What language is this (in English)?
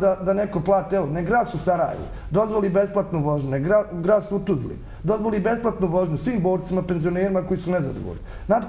Bosnian